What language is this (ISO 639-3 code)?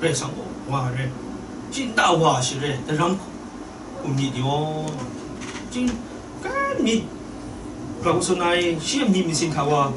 kac